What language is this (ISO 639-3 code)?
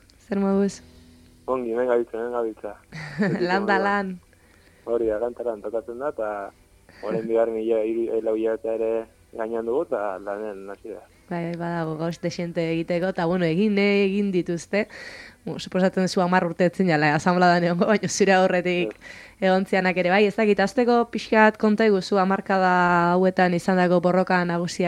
eus